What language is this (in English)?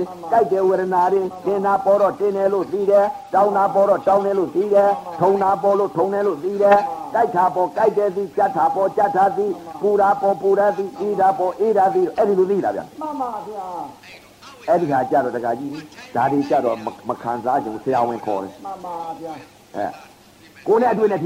Burmese